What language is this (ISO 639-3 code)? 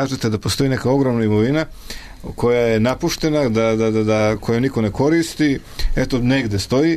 srp